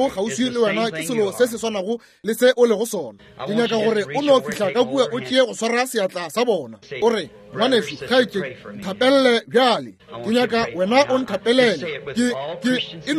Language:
Northern Sotho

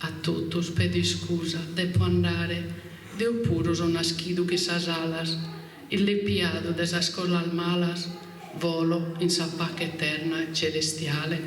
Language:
Sardinian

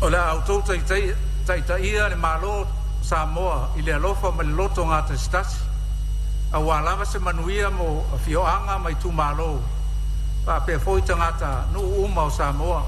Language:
Samoan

